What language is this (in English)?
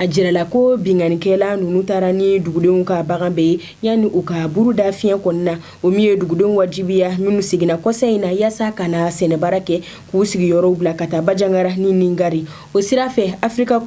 Bambara